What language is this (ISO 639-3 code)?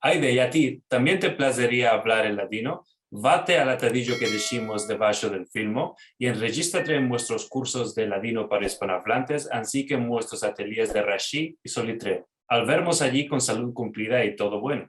lad